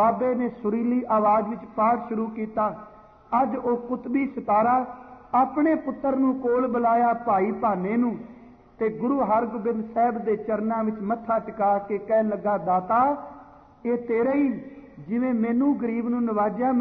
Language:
Punjabi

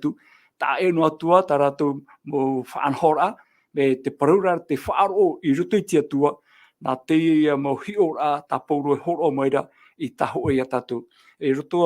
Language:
Tahitian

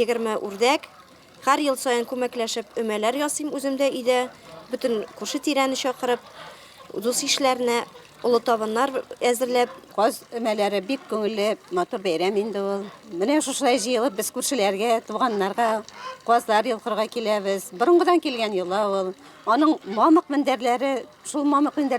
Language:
Tatar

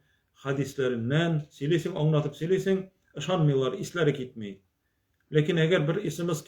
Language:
Tatar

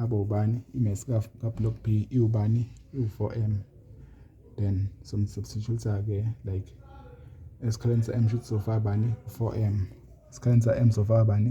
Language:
Zulu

